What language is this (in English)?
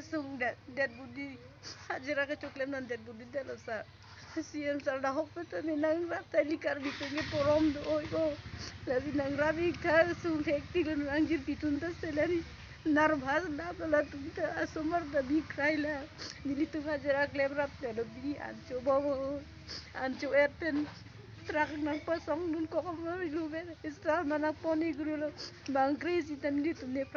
Karbi